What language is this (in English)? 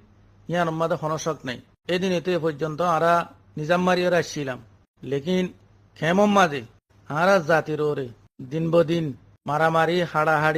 Rohingya